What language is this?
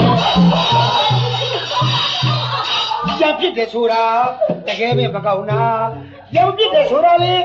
Burmese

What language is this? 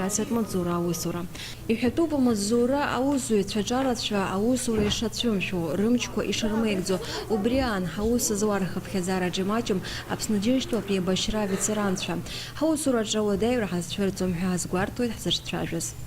Abkhazian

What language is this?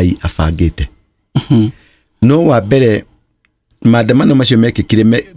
Kikuyu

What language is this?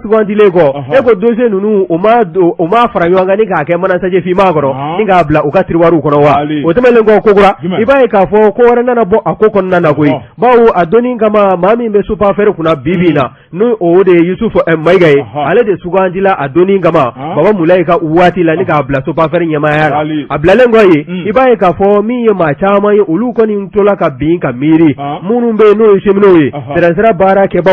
Bambara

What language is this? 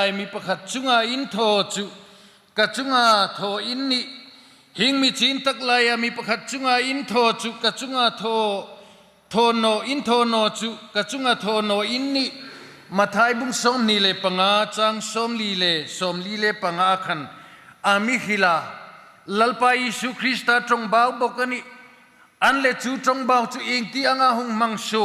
Hmar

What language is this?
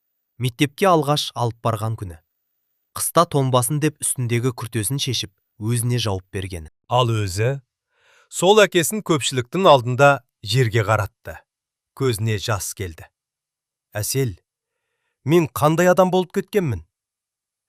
Kazakh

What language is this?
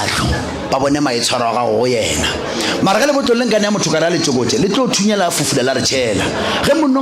Northern Sotho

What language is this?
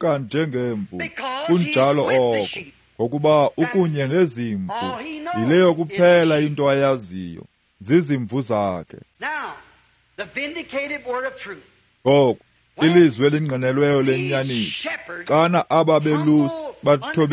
Xhosa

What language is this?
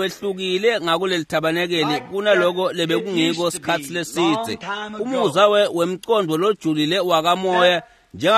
Swati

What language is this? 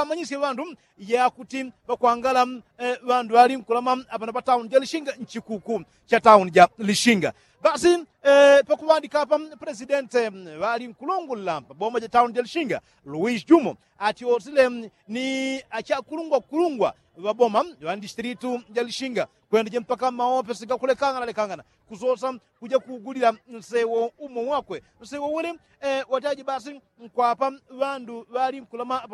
Yao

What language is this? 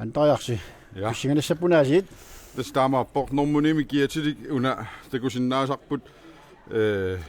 Kalaallisut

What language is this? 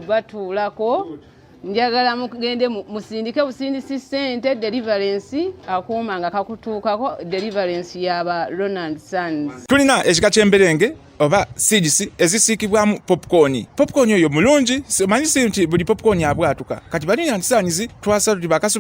Ganda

